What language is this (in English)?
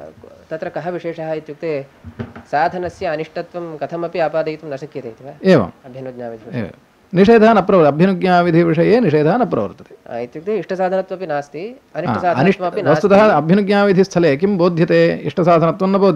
Sanskrit